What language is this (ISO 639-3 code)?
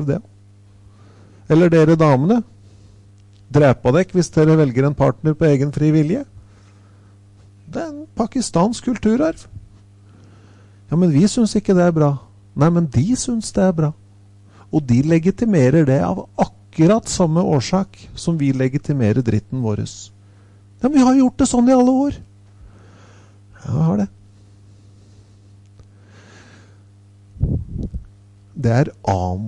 nor